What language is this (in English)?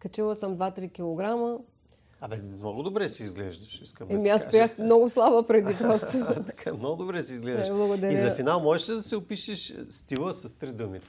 Bulgarian